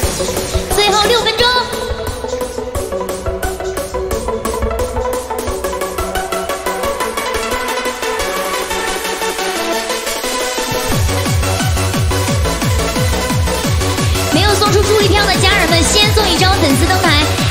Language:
Chinese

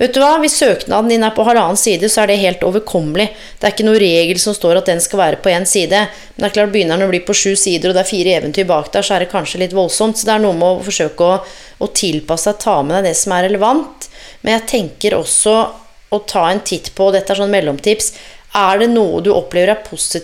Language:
Norwegian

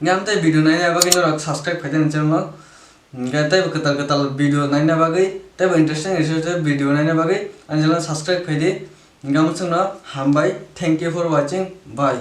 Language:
Kok Borok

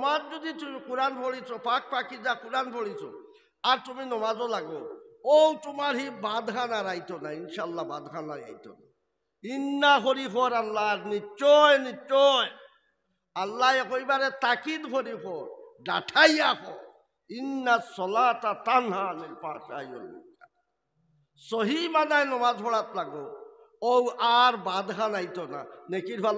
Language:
Sylheti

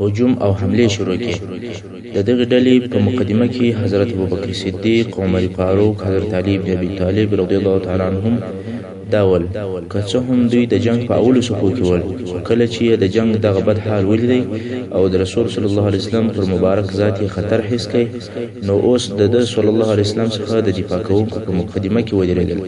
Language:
Pashto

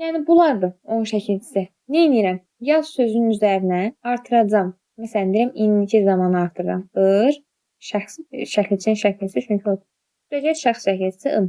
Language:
Azerbaijani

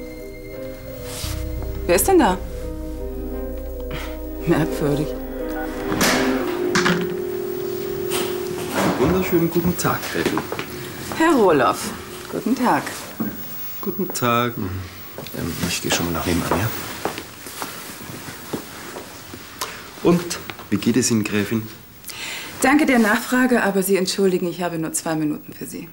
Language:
German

